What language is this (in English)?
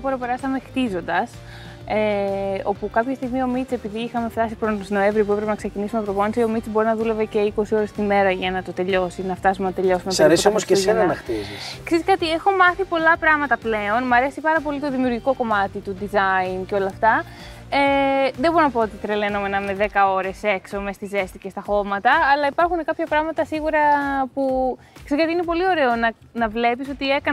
Greek